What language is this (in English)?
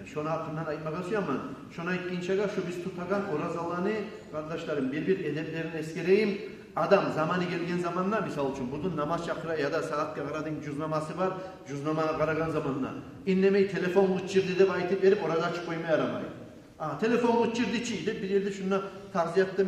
Kumyk